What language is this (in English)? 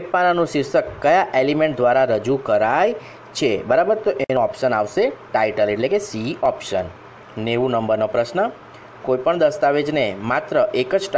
Gujarati